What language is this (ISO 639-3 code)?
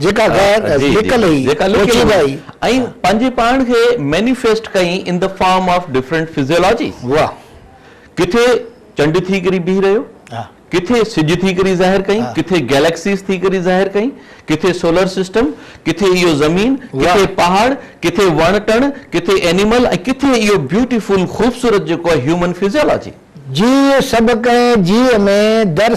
snd